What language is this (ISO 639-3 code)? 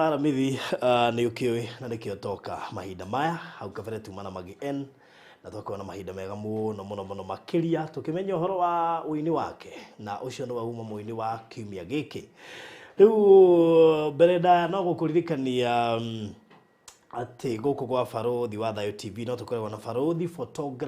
kik